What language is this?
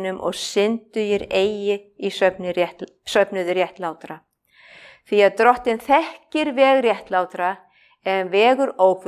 Icelandic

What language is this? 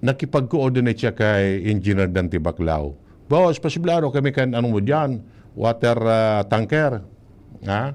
Bikol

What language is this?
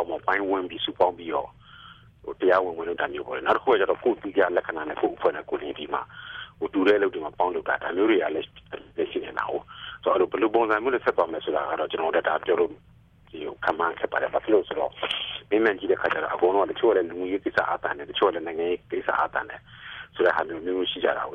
Burmese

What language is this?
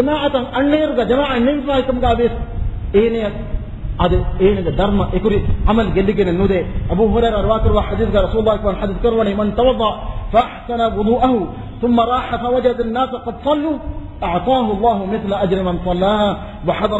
Divehi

